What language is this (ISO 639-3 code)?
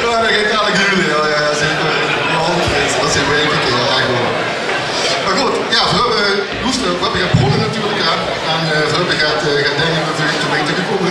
lim